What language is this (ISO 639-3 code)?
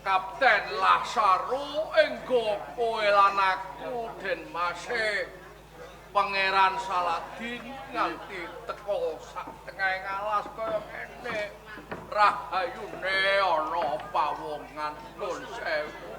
jav